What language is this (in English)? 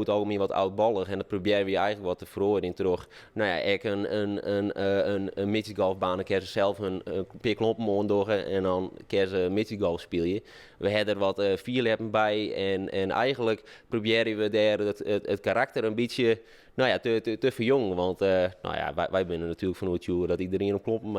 Western Frisian